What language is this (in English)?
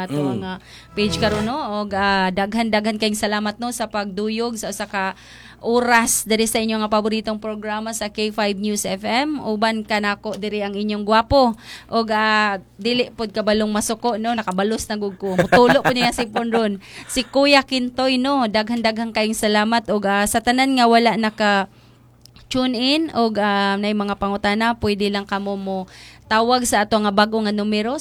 Cebuano